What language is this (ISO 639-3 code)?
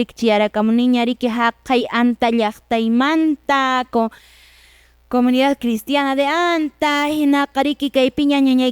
que